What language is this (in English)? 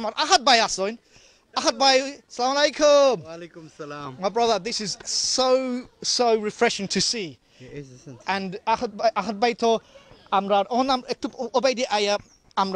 Sylheti